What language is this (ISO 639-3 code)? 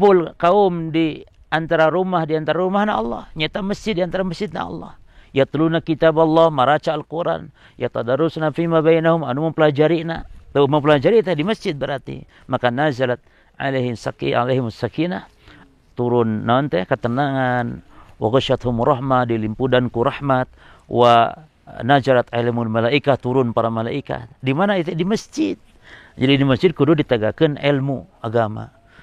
sun